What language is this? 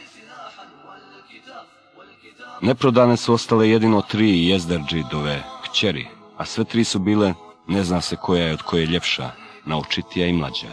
Bosnian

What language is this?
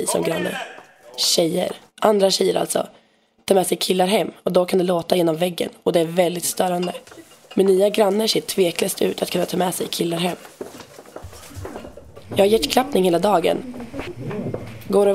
Swedish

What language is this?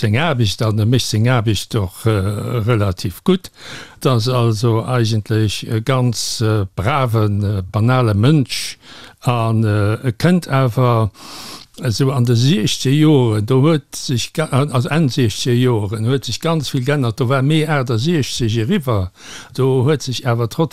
Luxembourgish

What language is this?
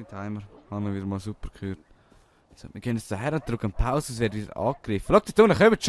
Swiss German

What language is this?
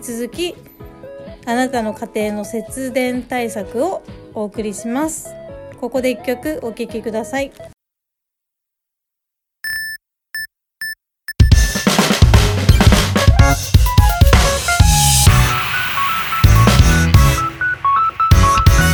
Japanese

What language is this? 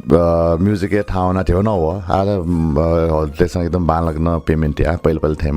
Newari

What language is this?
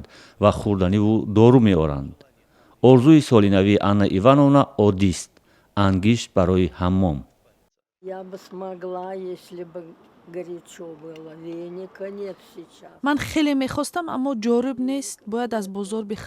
Tajik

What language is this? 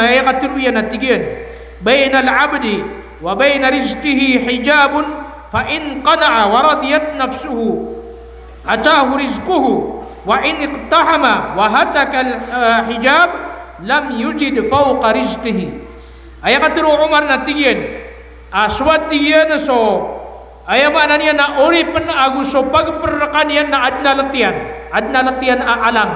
Maranao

